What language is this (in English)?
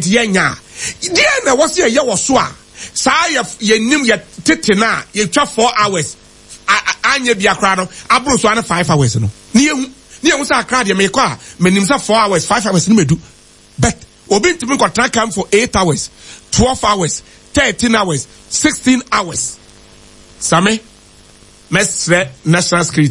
Akan